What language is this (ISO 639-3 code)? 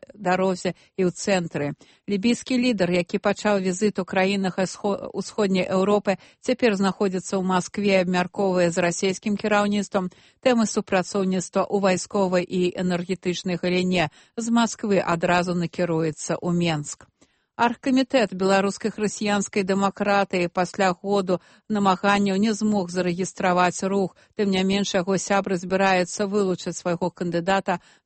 bel